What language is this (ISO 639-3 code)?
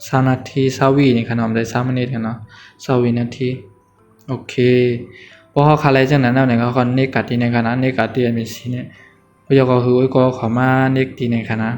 shn